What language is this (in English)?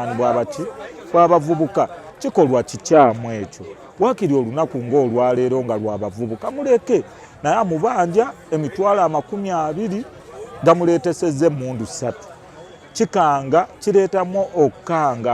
Ganda